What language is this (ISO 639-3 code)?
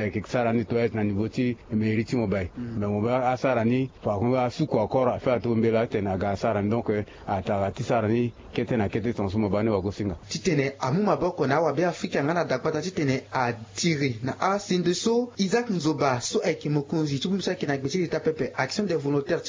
sag